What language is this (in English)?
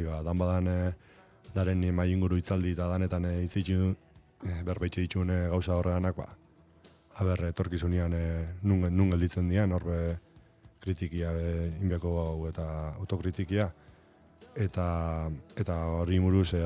Basque